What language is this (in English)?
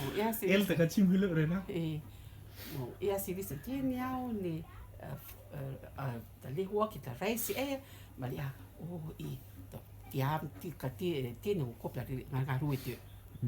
Rotuman